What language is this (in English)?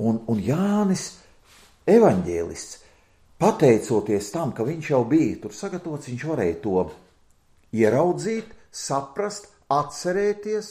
Latvian